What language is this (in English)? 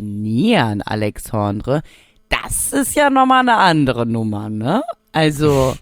German